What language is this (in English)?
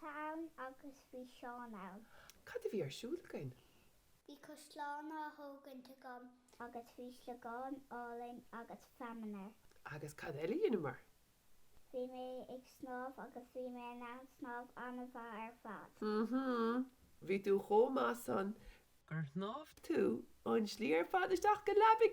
Irish